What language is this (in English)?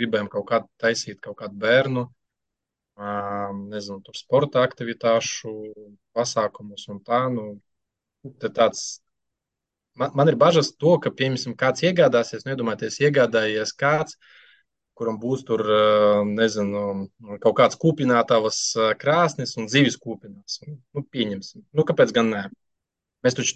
Latvian